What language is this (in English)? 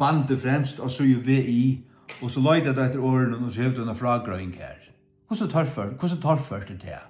Faroese